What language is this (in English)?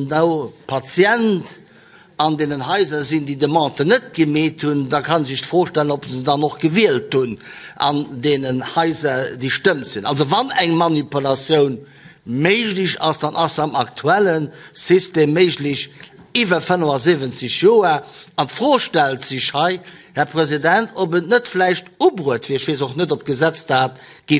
Luxembourgish